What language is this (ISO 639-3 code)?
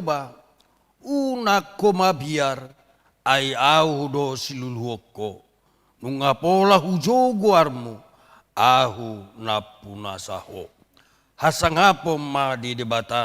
bbc